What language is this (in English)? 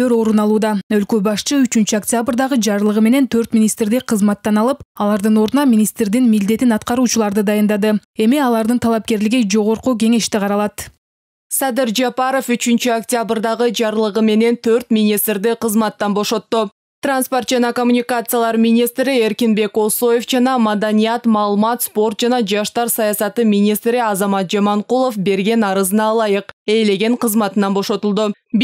Kyrgyz